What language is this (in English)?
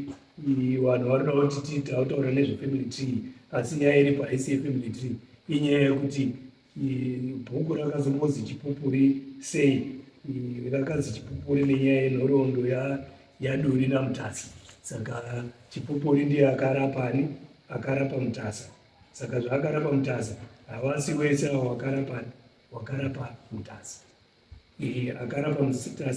Shona